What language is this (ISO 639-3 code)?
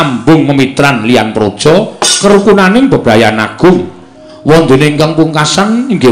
jav